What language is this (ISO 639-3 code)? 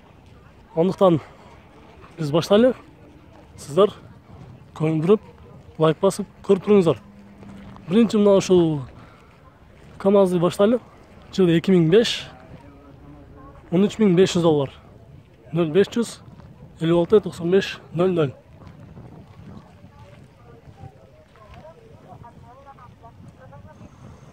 kir